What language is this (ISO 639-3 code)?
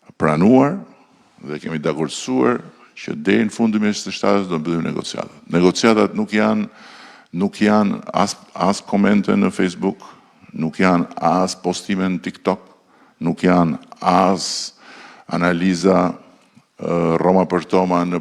sqi